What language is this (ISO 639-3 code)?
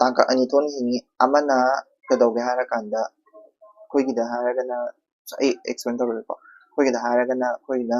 mni